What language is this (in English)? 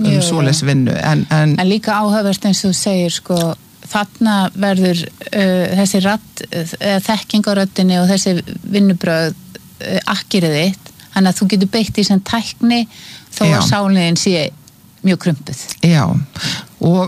Icelandic